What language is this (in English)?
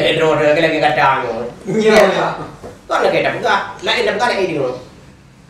Achinese